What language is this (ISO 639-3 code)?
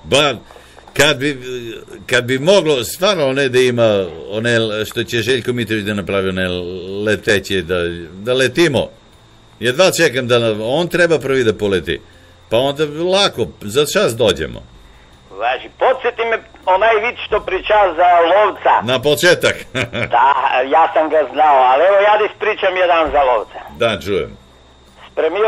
srp